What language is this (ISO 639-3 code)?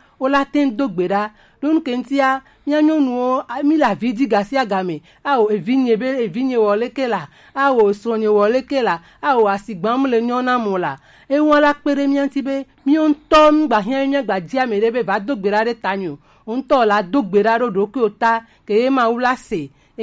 gej